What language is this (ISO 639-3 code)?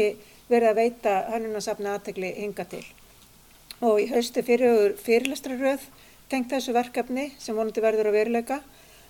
isl